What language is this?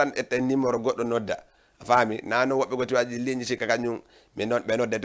Fula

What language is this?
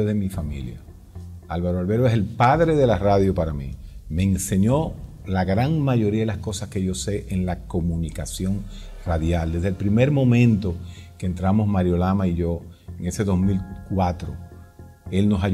Spanish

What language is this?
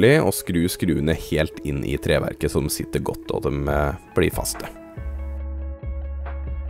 Norwegian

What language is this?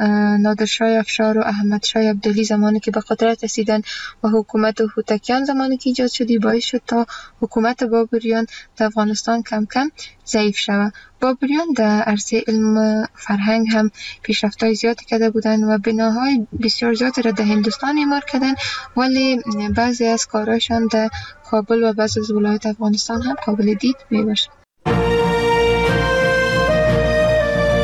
Persian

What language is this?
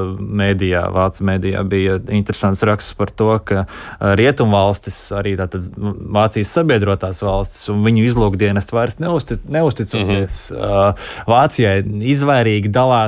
Latvian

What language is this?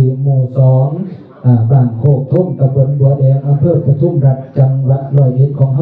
Northeastern Thai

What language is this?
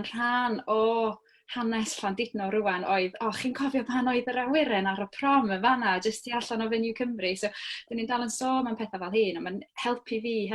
Welsh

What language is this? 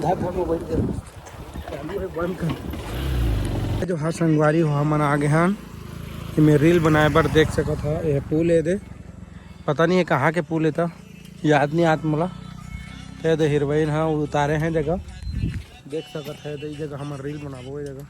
Chhattisgarhi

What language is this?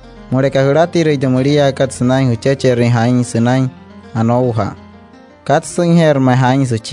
Wayuu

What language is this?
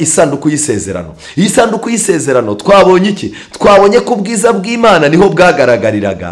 Kinyarwanda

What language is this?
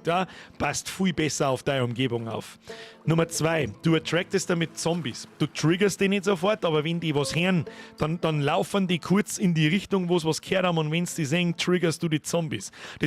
Bavarian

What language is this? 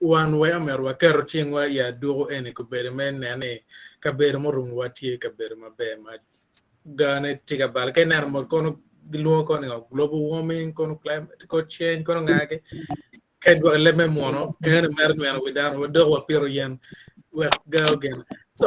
Acoli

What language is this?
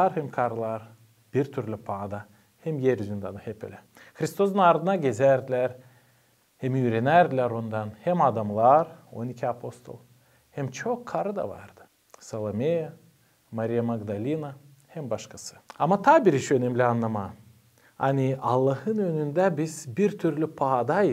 Gagauz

